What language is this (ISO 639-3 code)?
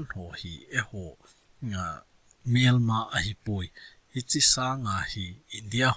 tcz